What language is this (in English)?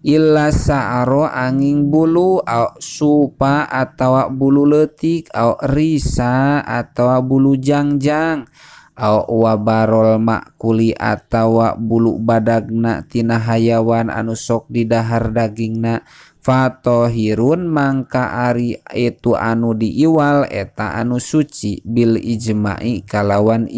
Sundanese